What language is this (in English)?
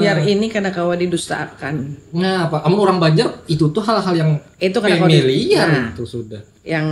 Banjar